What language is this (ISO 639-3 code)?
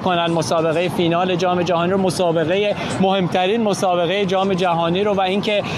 fas